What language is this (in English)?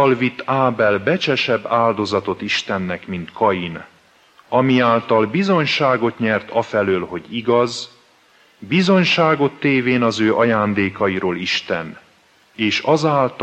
Hungarian